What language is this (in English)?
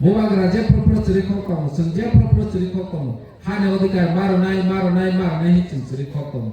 Kok Borok